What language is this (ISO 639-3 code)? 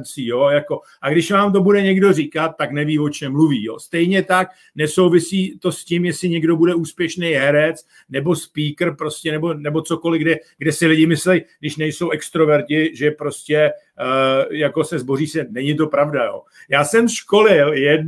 ces